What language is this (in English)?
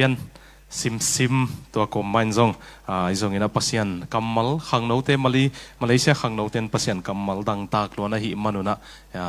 Tedim Chin